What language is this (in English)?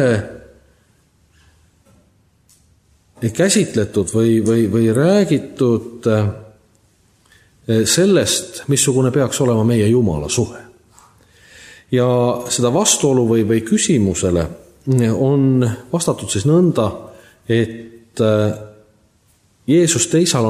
Estonian